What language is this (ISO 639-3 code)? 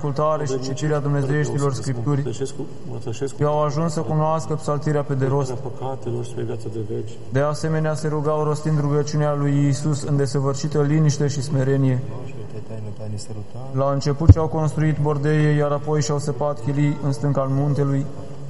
ron